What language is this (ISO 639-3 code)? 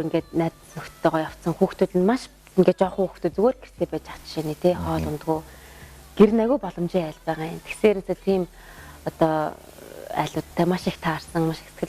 mon